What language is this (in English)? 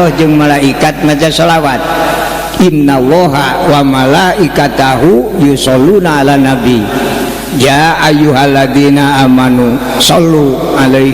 Sundanese